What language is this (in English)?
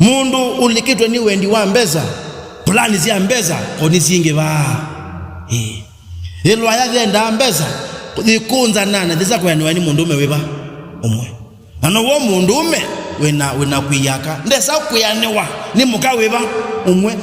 Kamba